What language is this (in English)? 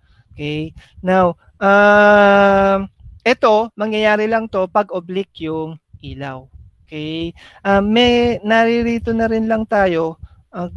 Filipino